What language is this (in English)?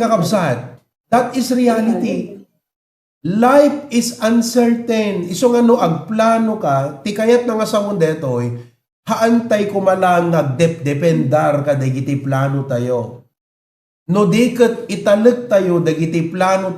Iloko